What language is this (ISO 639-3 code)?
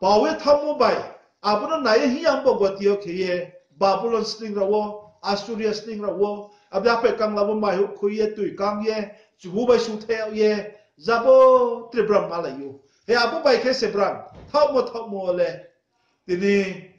ria